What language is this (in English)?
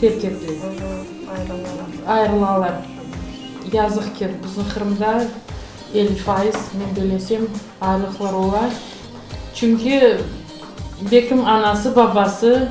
Crimean Tatar